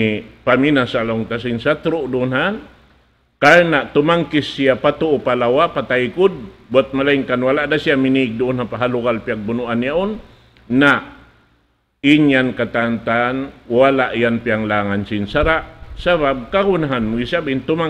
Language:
Tausug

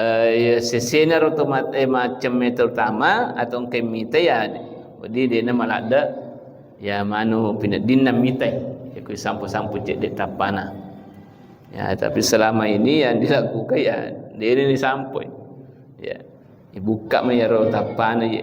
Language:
Buginese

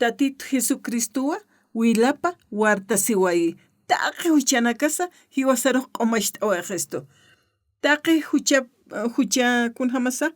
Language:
Aymara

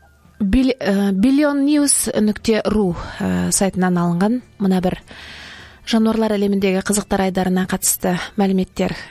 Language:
Kazakh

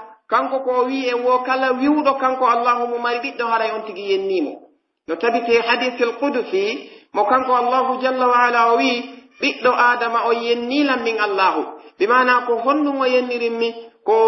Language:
Pular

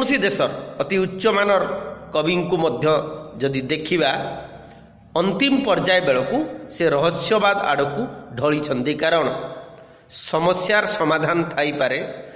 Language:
Odia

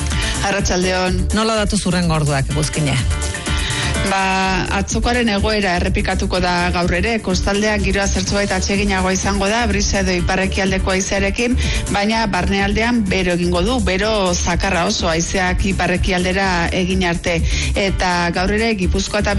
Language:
Basque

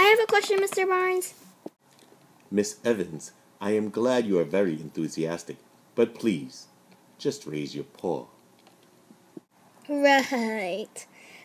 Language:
English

